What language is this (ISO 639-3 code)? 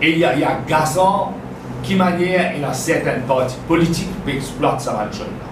mfe